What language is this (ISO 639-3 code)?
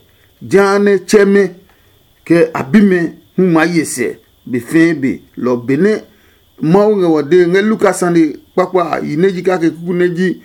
ada